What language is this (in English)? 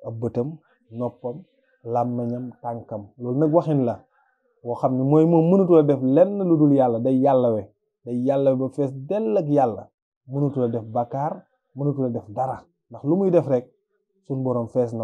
Wolof